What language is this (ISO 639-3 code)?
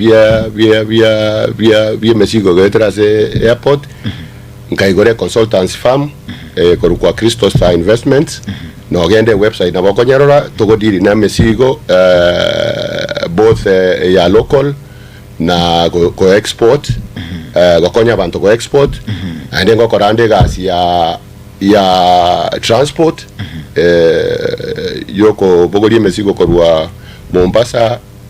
guz